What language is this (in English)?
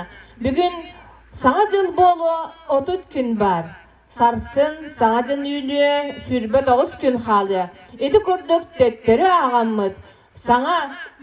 Yakut